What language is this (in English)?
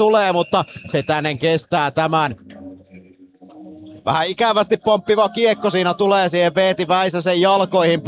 Finnish